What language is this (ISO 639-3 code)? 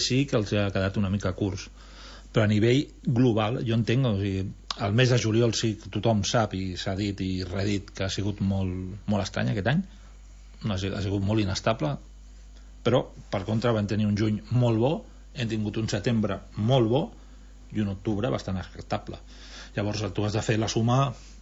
cat